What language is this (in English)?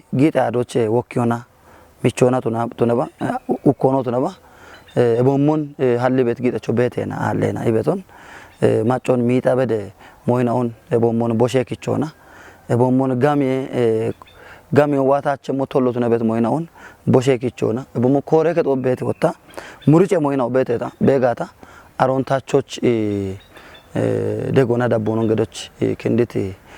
Kafa